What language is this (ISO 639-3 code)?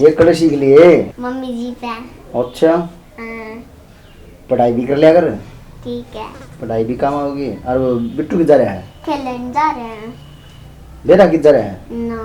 bgc